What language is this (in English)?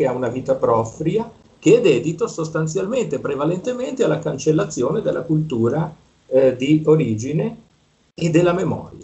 Italian